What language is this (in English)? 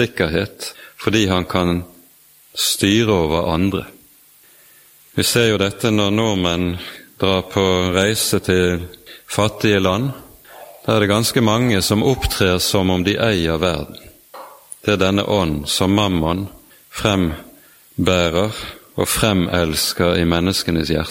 Norwegian